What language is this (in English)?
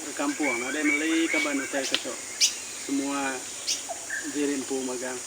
Iban